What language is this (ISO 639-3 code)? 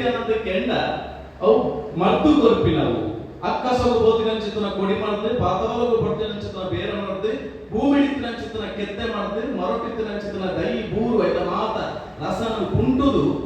tcy